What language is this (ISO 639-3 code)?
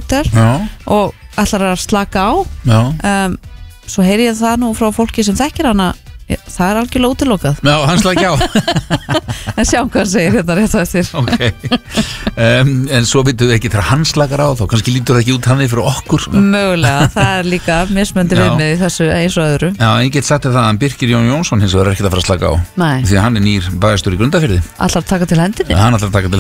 isl